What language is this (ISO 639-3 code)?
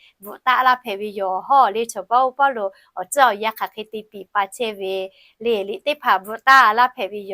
lhu